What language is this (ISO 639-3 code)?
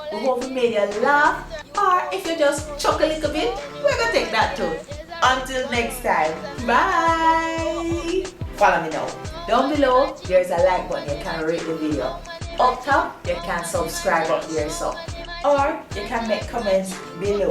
jam